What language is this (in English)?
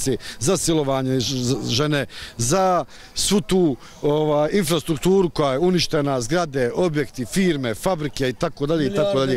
Bosnian